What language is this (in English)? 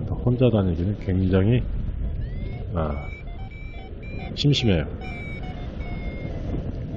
Korean